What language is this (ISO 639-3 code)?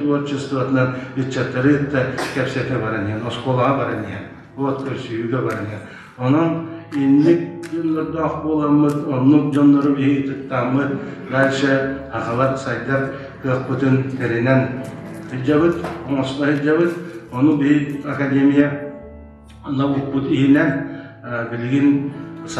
sah